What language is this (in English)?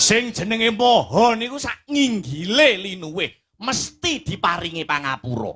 Javanese